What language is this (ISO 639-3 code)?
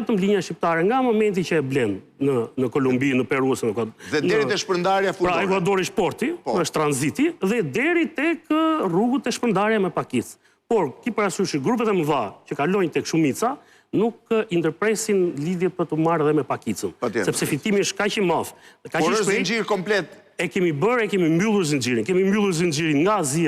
sqi